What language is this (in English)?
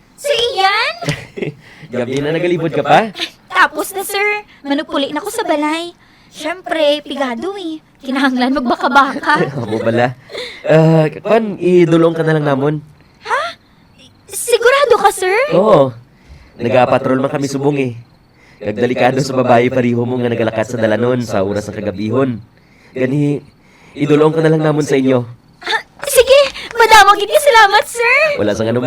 Hiligaynon